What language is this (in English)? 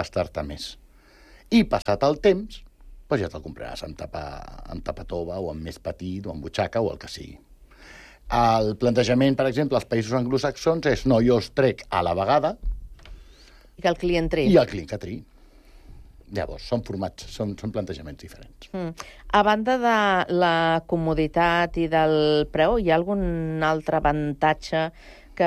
Catalan